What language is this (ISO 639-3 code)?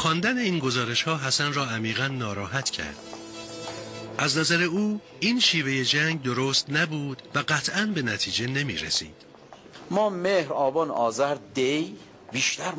fas